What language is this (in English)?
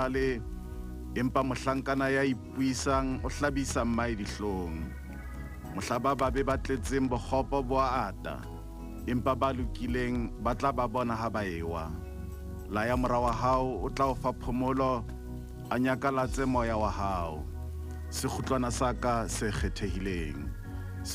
Southern Sotho